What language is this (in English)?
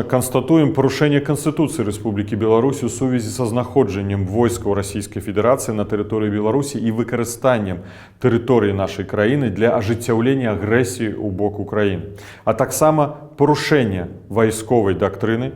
Belarusian